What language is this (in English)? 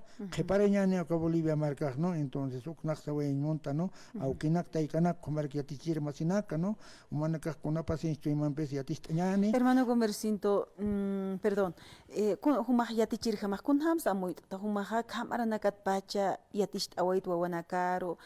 Aymara